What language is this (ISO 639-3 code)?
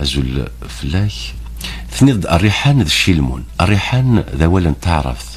kab